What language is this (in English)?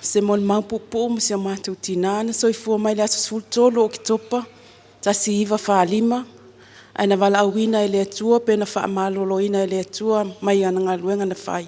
Samoan